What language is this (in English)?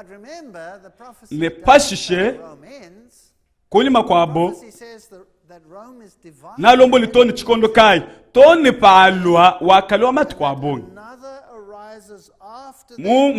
Luba-Lulua